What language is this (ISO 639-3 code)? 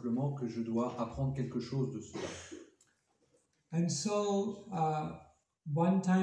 fra